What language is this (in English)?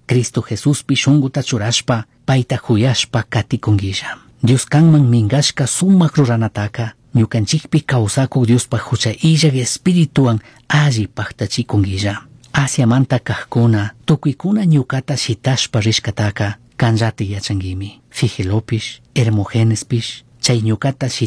Chimborazo Highland Quichua